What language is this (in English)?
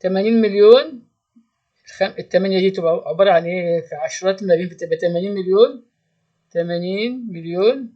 Egyptian Arabic